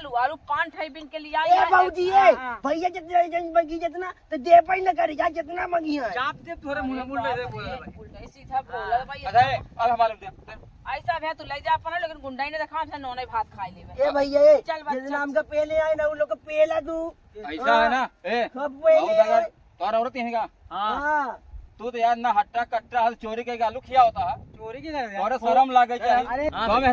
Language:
Awadhi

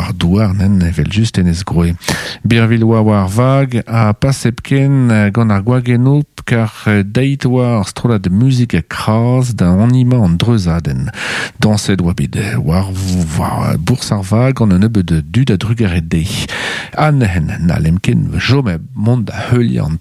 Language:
Breton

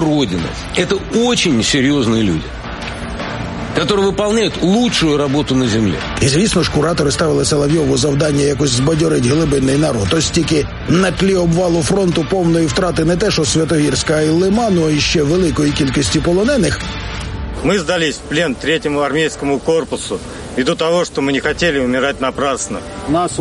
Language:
Ukrainian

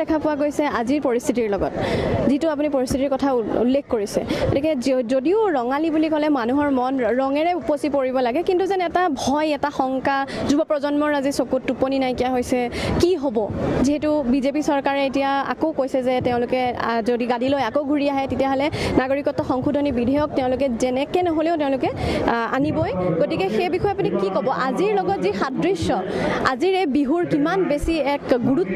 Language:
Assamese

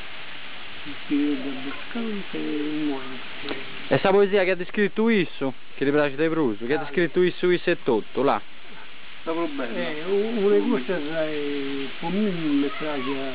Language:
Sardinian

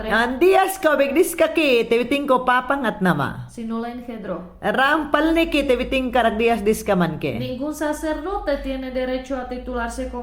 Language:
Mayangna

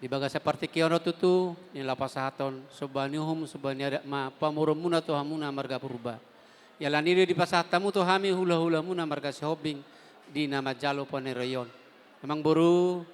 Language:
Batak Toba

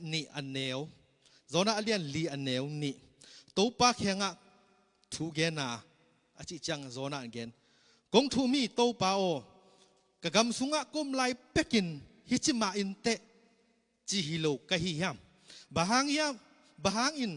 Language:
Tedim Chin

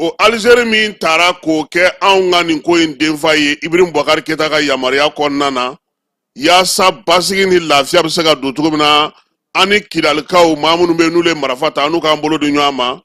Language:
Bambara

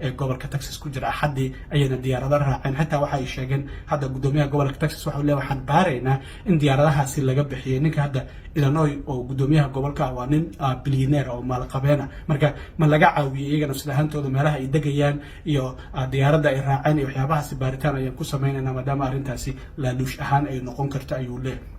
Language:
Somali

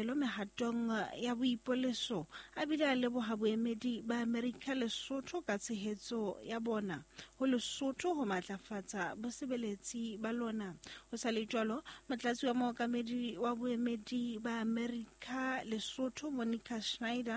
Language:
Southern Sotho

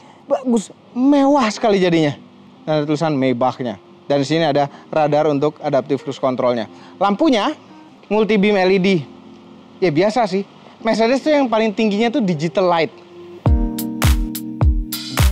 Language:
Indonesian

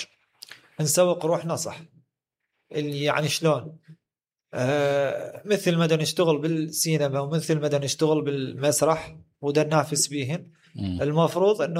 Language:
Mesopotamian Arabic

